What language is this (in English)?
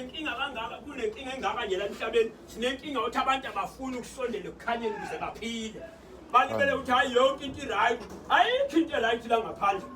Zulu